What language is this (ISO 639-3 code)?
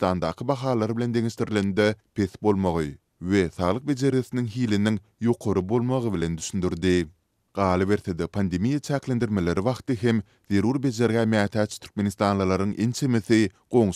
tuk